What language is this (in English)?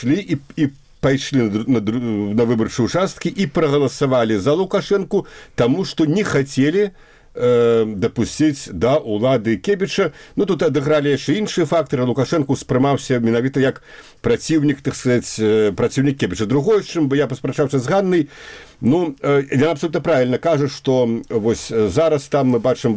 Belarusian